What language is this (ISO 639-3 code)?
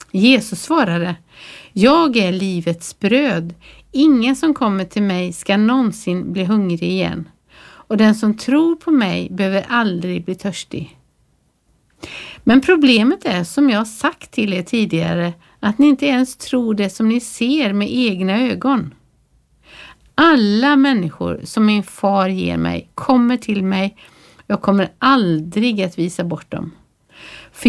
swe